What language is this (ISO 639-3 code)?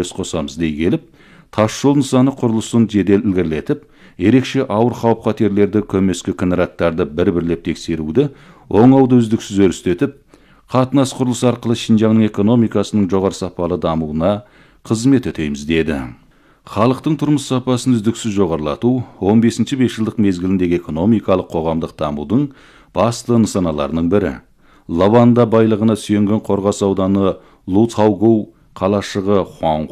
kaz